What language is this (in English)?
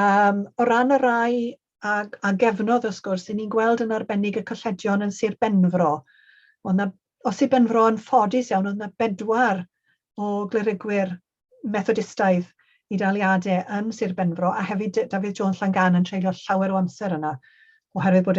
Welsh